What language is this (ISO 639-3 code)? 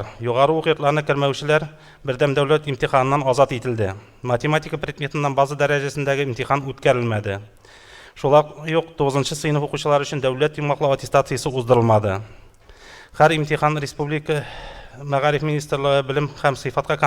tat